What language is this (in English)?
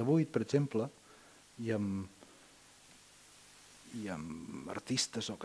Catalan